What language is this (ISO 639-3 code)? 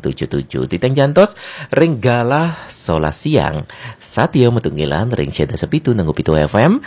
ban